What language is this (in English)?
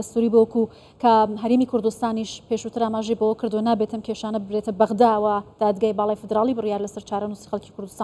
Central Kurdish